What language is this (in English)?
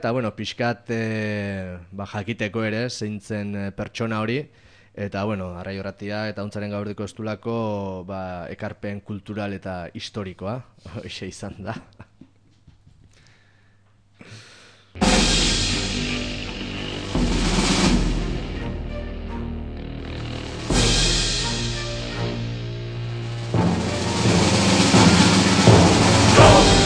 Basque